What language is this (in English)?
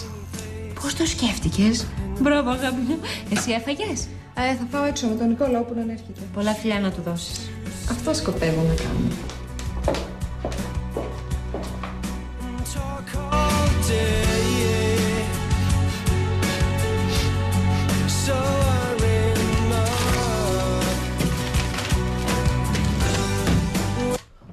Greek